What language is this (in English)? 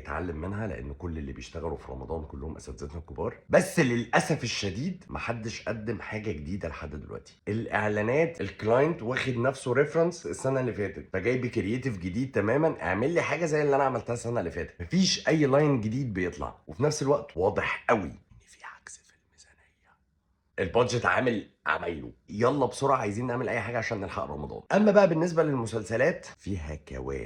Egyptian Arabic